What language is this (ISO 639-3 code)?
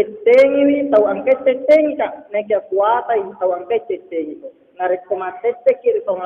bug